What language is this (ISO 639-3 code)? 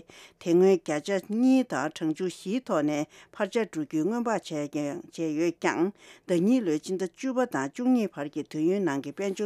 bod